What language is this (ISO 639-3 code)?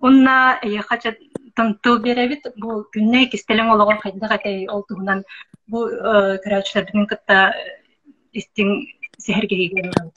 sah